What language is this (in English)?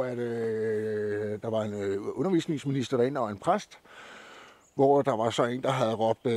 Danish